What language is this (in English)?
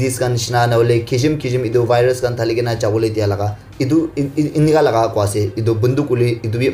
Naga Pidgin